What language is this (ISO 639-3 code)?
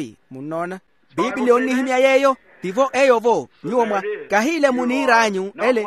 vmw